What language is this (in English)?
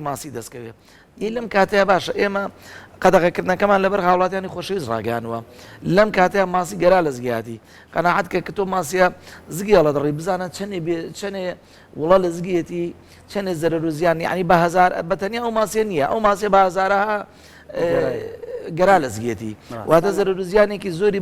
Central Kurdish